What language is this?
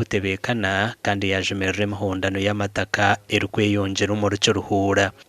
Nyankole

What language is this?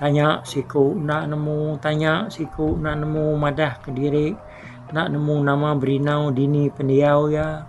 Iban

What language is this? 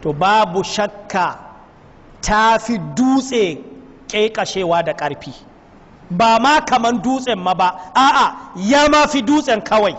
Hausa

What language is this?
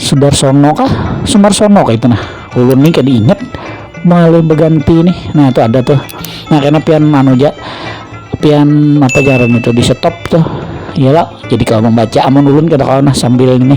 Banjar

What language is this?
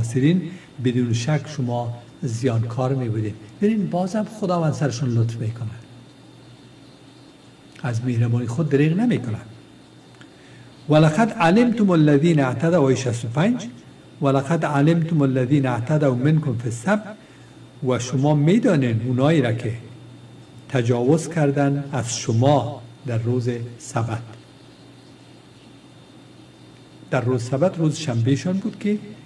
Persian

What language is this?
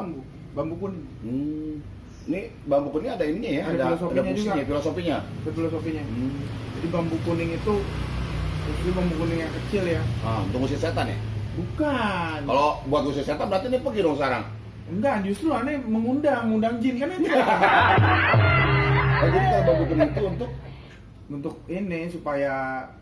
Betawi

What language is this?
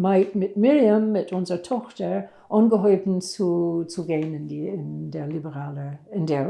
Yiddish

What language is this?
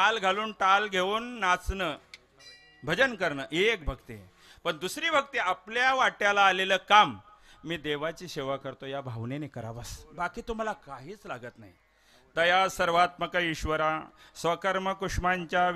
Marathi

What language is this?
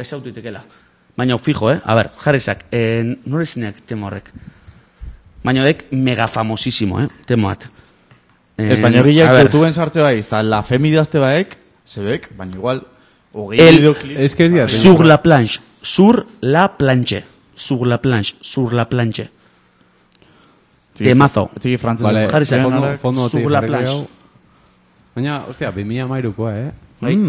Basque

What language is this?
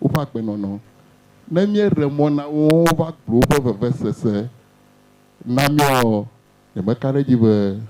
Ewe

